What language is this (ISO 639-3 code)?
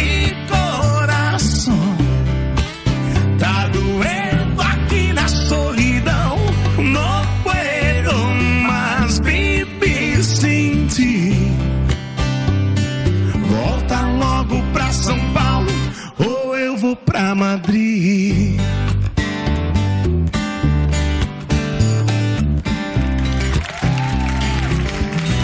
por